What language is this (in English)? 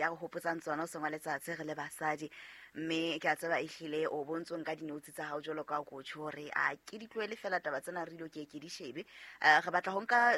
Southern Sotho